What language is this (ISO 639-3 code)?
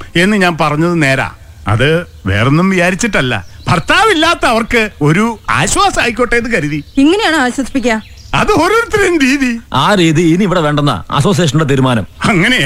mal